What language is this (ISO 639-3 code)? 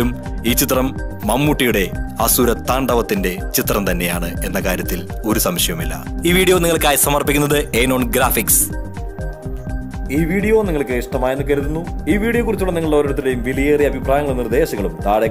mal